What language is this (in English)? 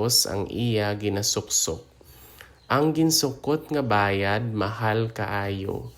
Hiligaynon